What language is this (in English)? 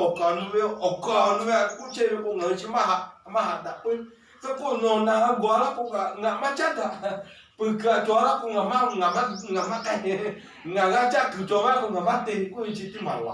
Lahu